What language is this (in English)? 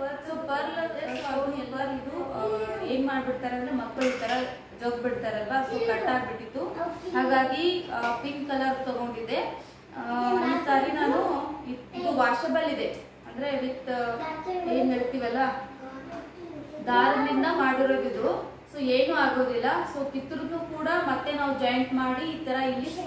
Kannada